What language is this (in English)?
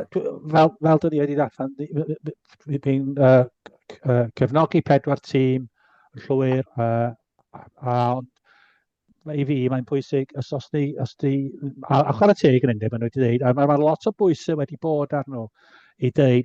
Welsh